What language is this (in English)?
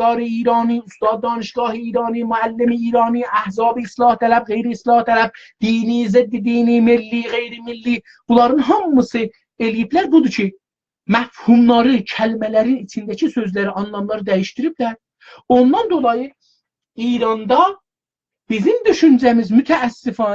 South Azerbaijani